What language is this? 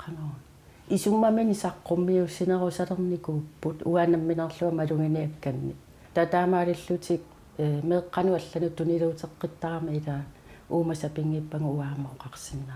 Kalaallisut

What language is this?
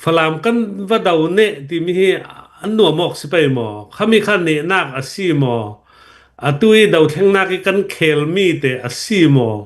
Hakha Chin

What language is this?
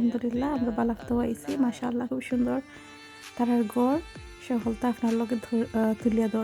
Sylheti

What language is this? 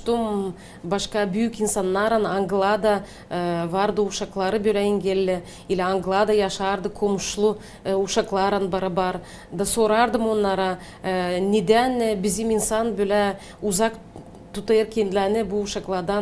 Gagauz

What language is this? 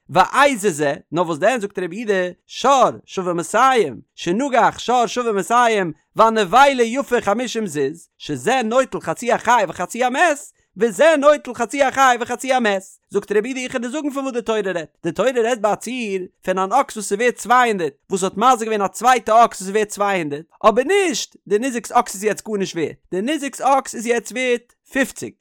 Yiddish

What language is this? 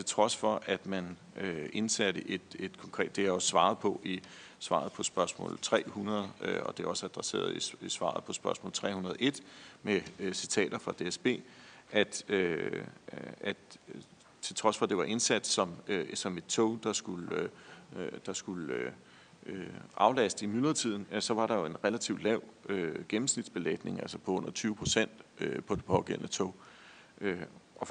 Danish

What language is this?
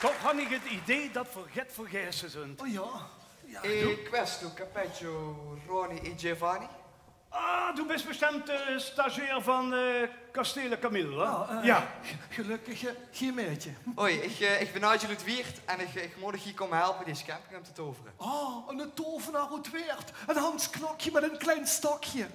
Limburgish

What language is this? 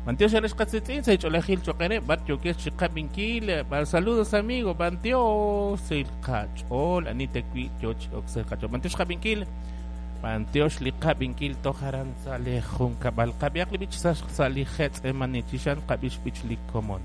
Kekchí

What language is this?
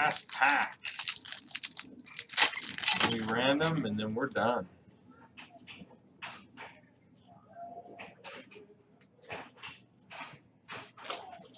English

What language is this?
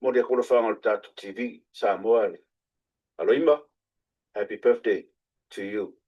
Samoan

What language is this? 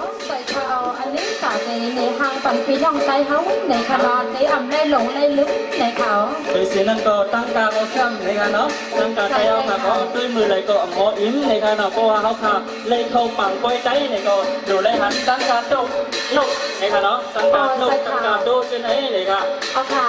Shan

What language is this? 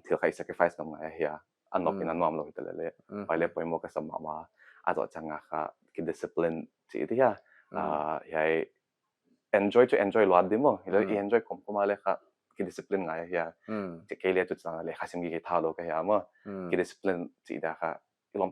Paite Chin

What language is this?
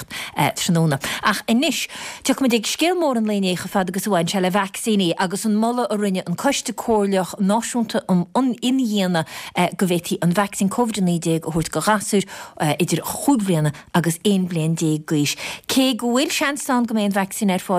Irish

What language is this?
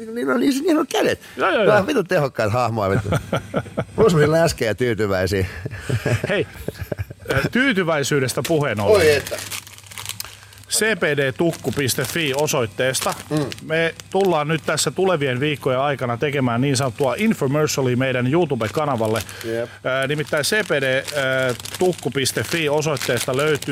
Finnish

